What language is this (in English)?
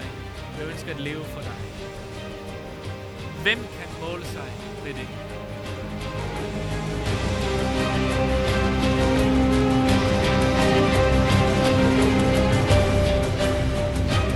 Danish